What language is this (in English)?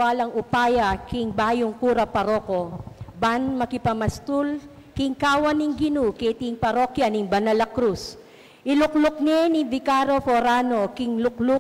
Pampanga